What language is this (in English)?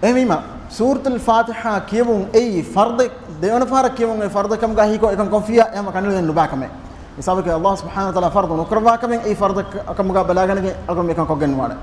Divehi